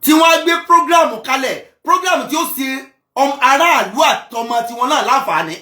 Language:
Yoruba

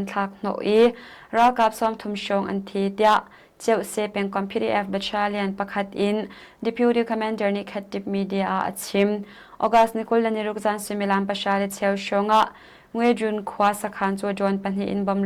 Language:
Hakha Chin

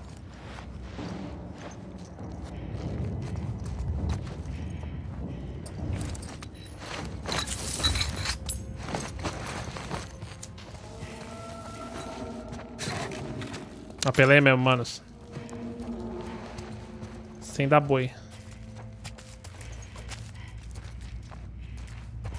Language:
Portuguese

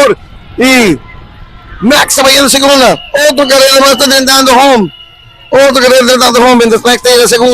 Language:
Papiamento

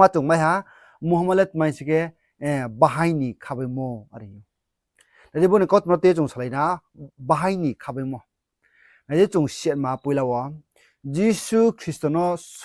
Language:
Riang (India)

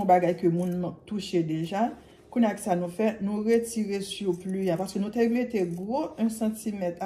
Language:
Haitian Creole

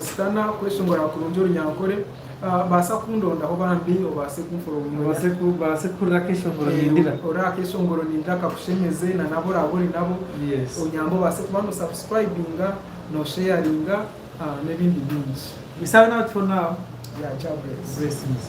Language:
Nyankole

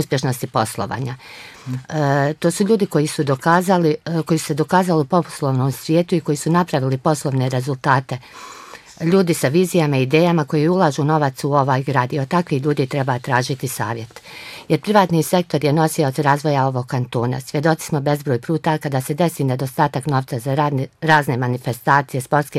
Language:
Bosnian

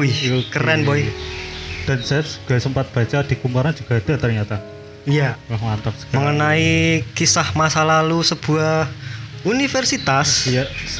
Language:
Indonesian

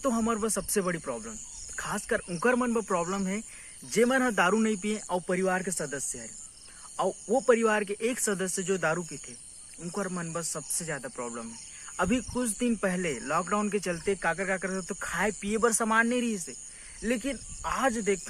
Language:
Chhattisgarhi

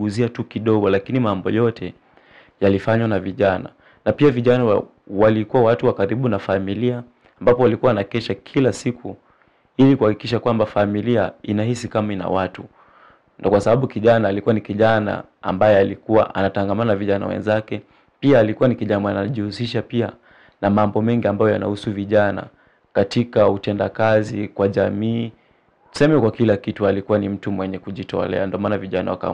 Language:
Swahili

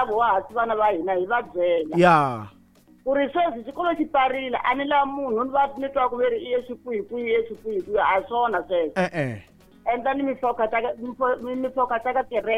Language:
Tsonga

